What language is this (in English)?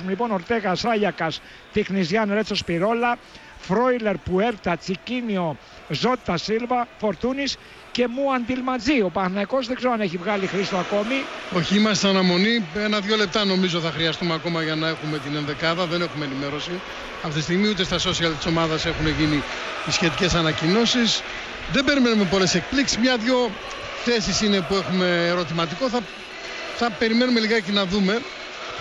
Greek